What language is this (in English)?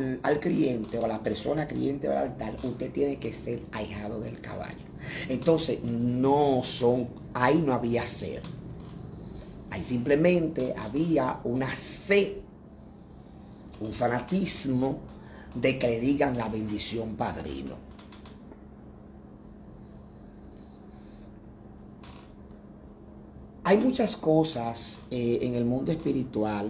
Spanish